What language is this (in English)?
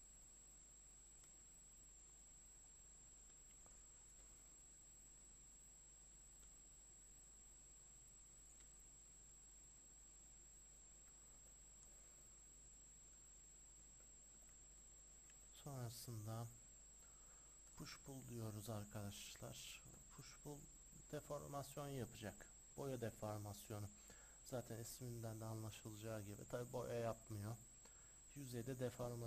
Turkish